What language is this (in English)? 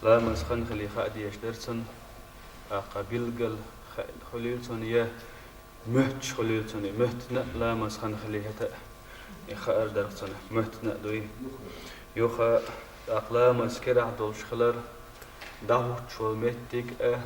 Chechen